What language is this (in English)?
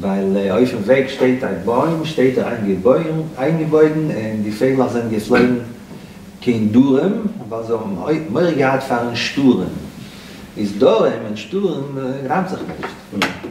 Yiddish